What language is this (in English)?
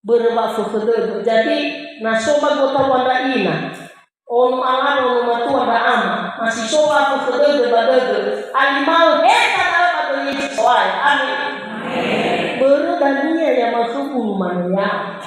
Nias